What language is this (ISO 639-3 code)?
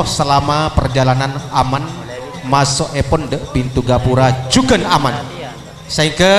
mad